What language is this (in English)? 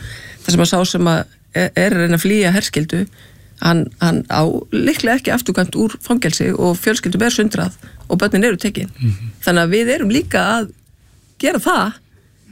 Icelandic